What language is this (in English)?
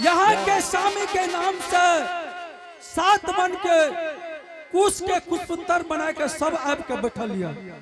Angika